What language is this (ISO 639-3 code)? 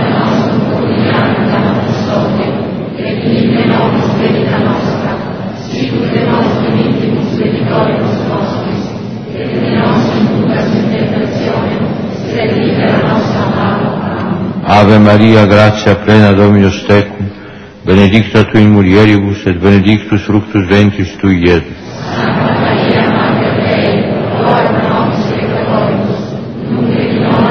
lat